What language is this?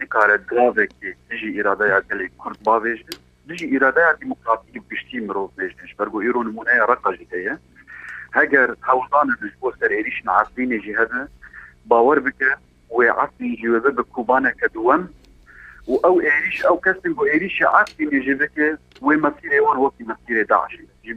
Kurdish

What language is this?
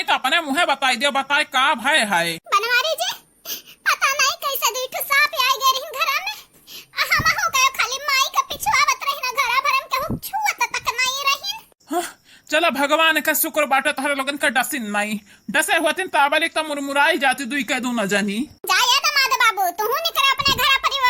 Awadhi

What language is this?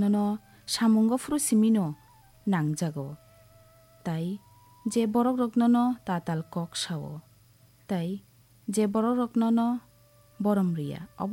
Kok Borok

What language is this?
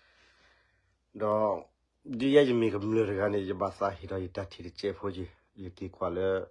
S'gaw Karen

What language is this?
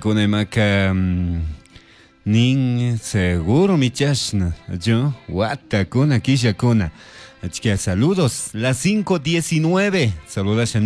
Chimborazo Highland Quichua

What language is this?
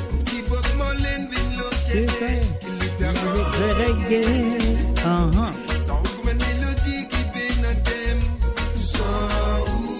Morisyen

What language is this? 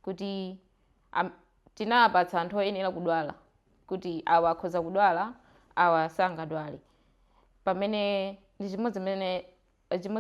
Nyanja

